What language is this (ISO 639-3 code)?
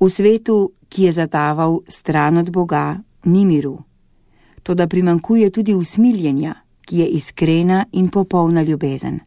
slv